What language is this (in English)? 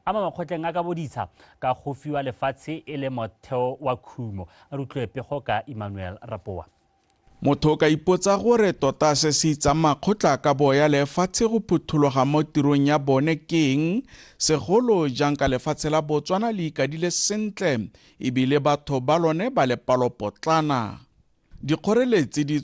Tswana